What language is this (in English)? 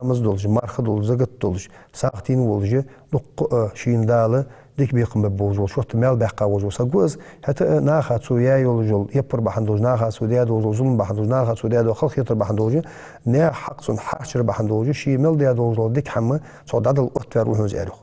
Ingush